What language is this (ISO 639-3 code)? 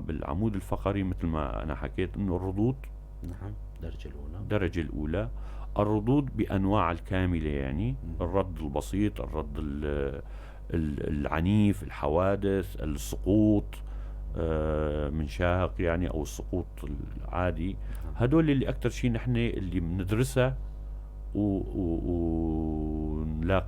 apc